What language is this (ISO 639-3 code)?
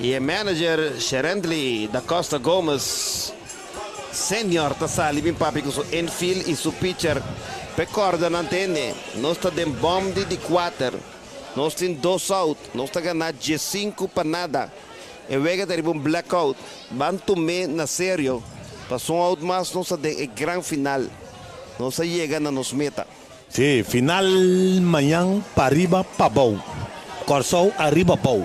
pap